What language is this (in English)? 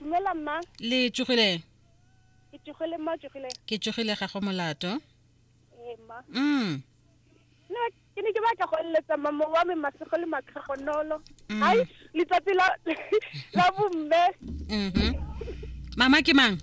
Tswana